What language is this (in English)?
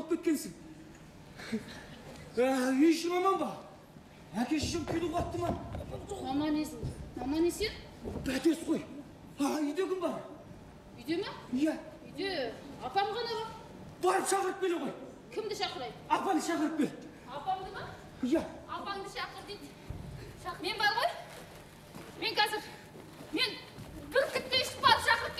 Kazakh